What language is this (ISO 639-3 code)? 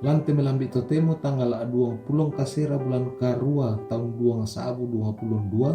sda